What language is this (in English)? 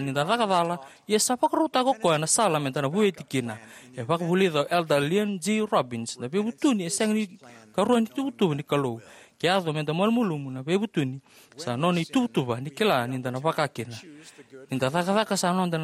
Fijian